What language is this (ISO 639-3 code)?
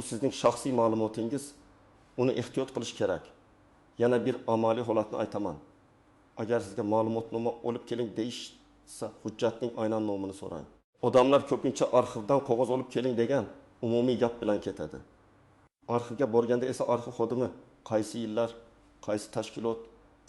uzb